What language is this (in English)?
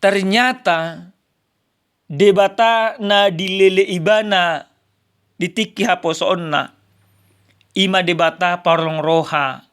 Batak Toba